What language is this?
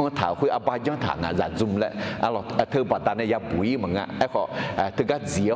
Akha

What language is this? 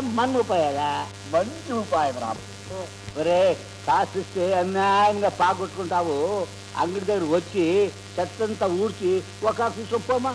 Kannada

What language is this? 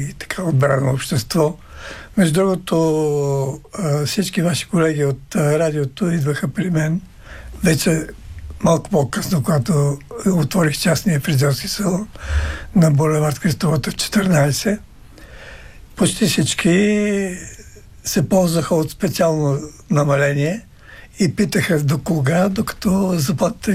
Bulgarian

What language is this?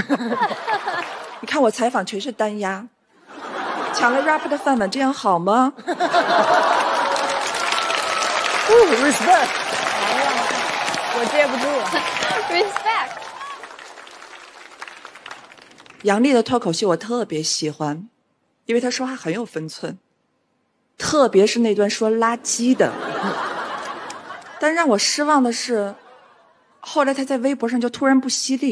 Chinese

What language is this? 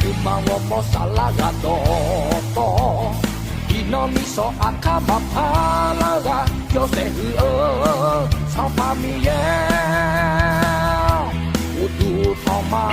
Akha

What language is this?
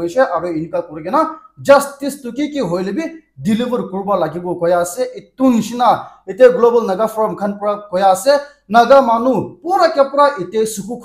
Naga Pidgin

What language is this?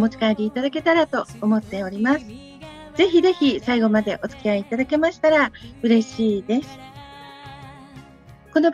Japanese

